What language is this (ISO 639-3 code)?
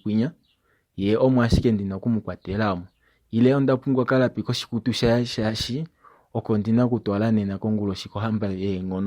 kua